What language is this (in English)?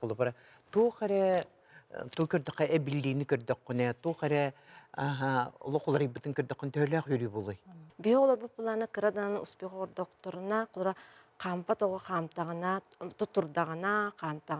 Yakut